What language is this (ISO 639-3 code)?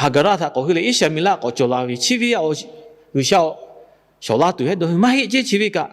lhu